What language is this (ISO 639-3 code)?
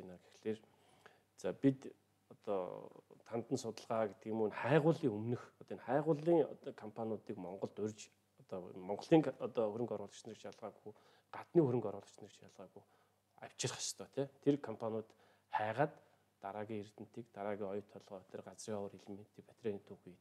mon